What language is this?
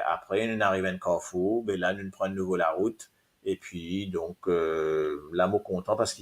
Morisyen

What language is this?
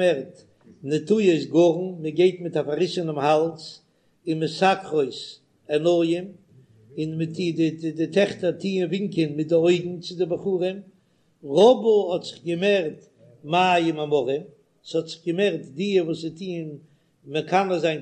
Yiddish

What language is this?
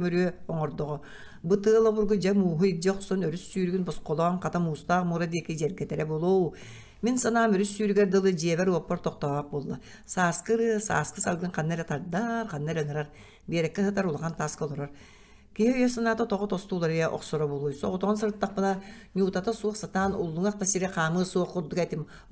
Yakut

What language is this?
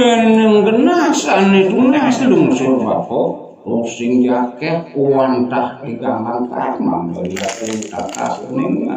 Balinese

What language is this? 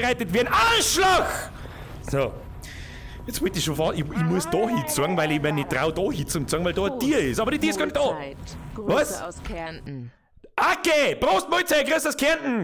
Bavarian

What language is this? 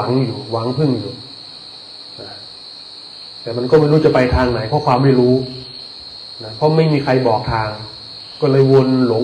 Thai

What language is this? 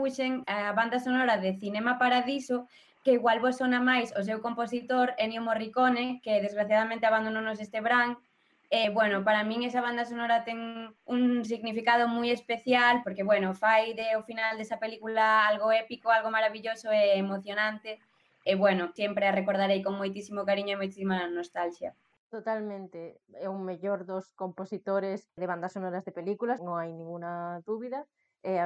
Galician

